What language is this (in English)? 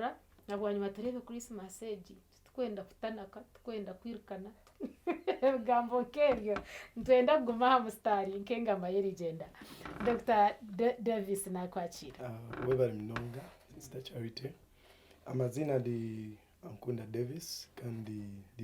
Nyankole